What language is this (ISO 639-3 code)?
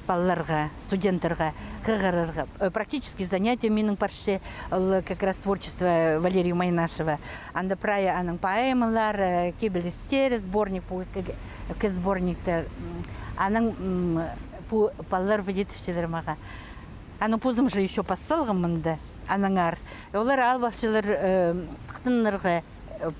kjh